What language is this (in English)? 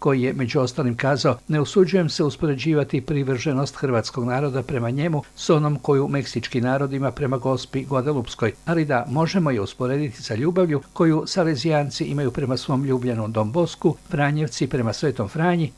Croatian